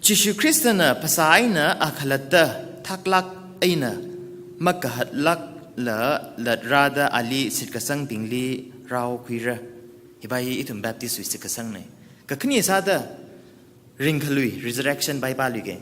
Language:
Tangkhul Naga (India)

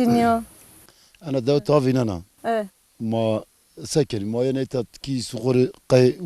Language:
Zaza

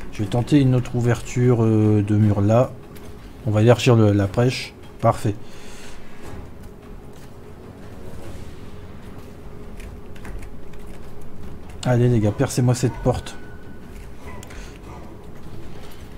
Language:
French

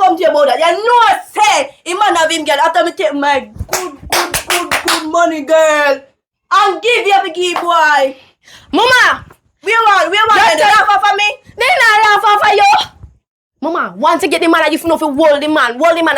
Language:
Jamaican Creole English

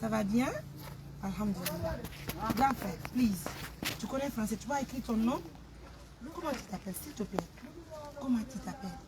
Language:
Pular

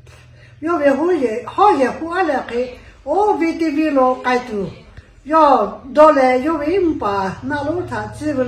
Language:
Lahu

